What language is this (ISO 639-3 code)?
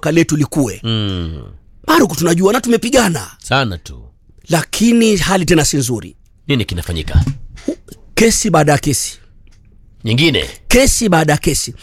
swa